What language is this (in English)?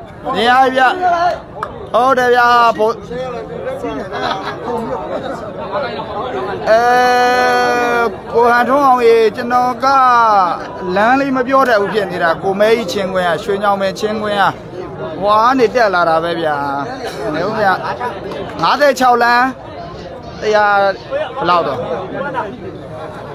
Burmese